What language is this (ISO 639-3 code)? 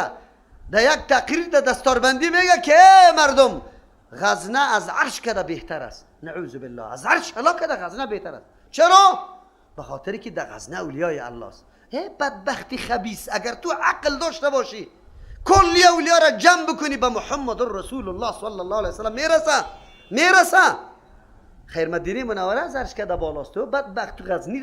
fas